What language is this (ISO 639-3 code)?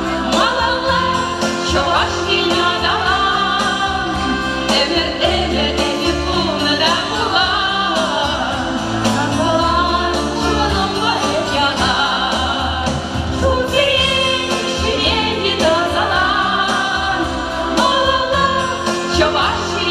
chv